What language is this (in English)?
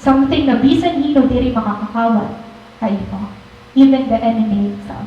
Waray